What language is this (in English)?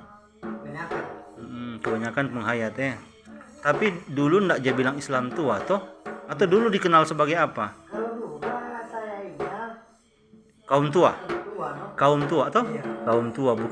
Manado Malay